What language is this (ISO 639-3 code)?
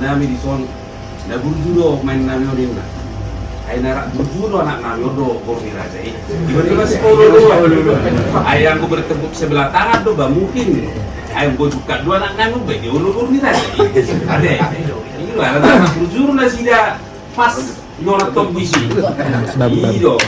bbc